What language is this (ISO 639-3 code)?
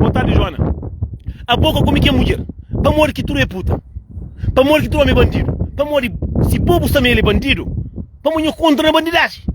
kea